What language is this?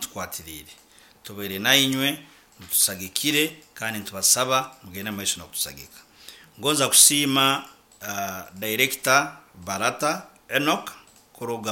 Nyankole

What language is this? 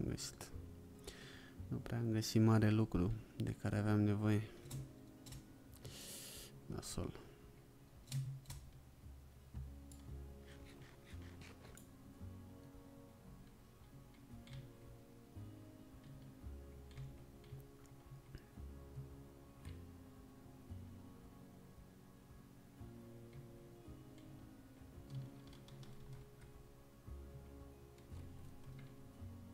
Romanian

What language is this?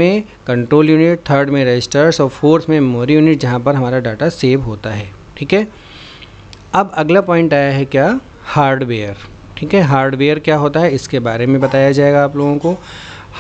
Hindi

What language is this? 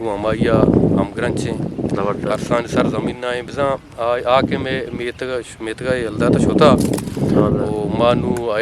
Eastern Balochi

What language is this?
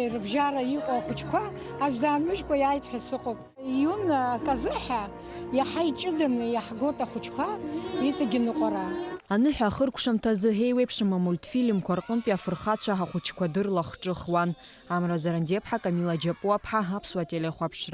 Abkhazian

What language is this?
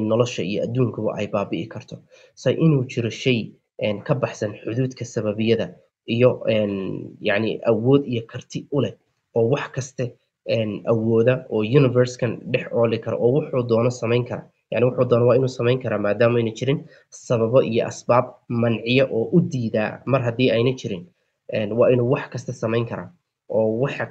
Somali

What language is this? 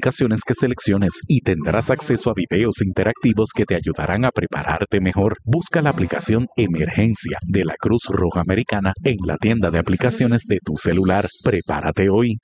Spanish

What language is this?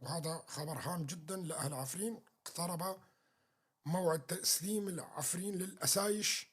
North Levantine Arabic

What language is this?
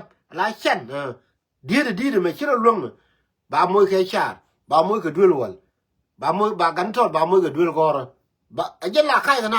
Nuer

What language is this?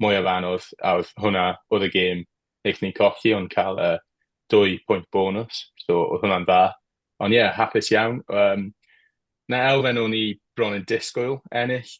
Welsh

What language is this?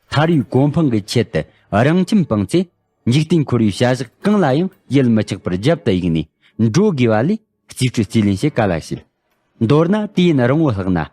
Tibetan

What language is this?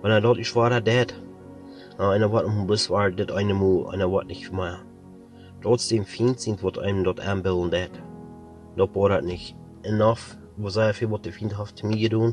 Plautdietsch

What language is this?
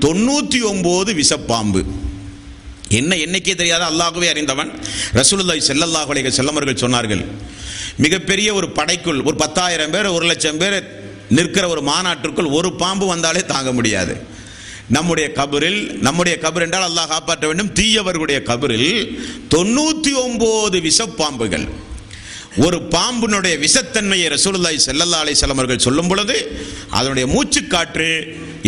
Tamil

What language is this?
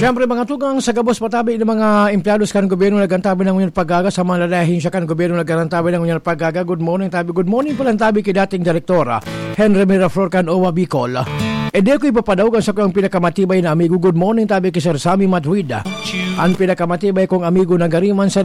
Bikol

